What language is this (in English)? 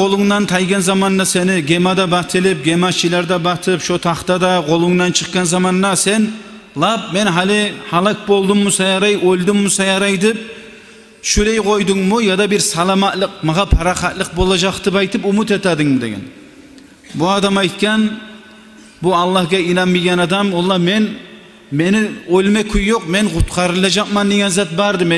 Kumyk